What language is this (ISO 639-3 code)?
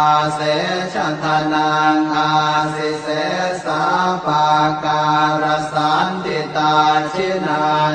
pli